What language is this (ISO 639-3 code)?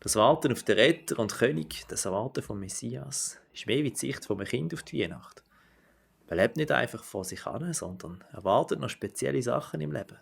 gsw